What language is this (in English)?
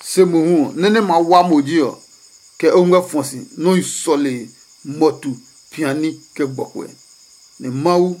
Adangme